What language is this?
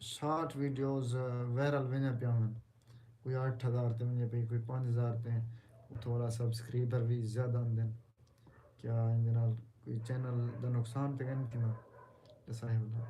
Saraiki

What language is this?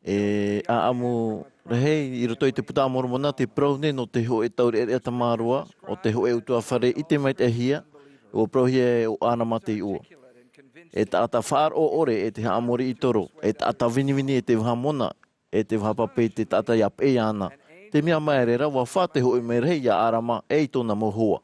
Tahitian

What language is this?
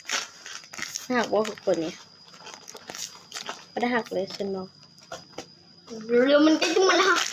Lao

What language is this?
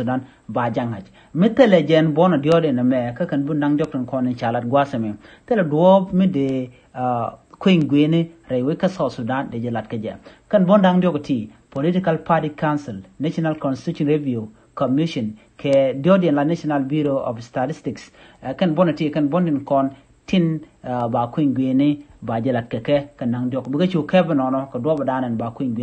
Nuer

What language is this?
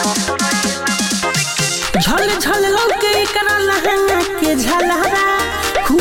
Bhojpuri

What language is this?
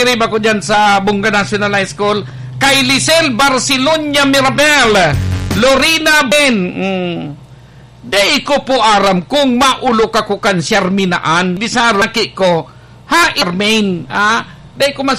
Bikol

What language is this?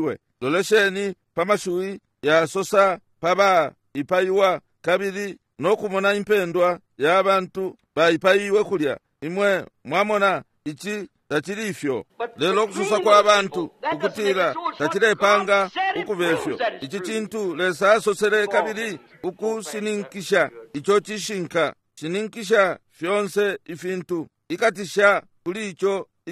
Bemba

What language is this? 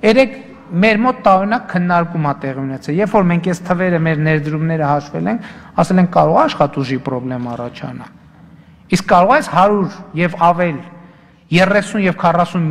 Armenian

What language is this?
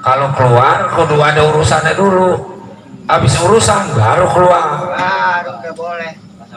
Betawi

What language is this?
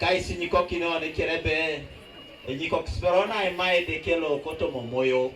Teso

